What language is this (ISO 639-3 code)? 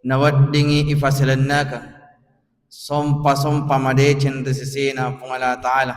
bug